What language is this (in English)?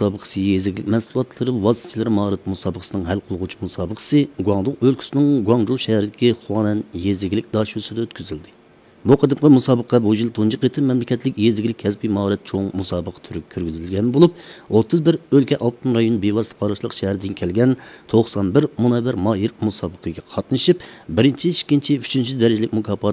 Uyghur